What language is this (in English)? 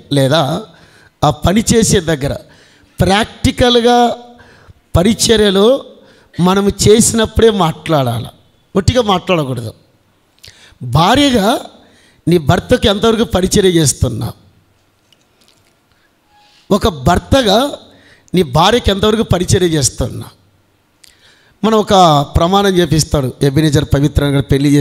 Telugu